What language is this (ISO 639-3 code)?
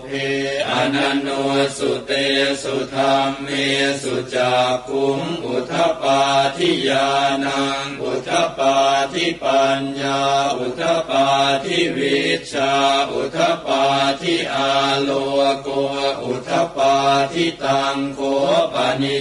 pli